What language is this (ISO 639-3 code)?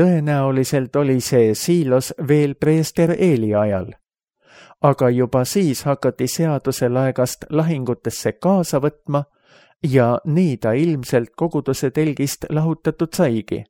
est